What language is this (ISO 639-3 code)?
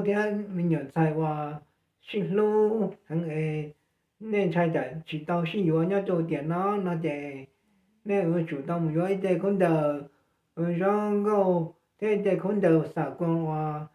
hmn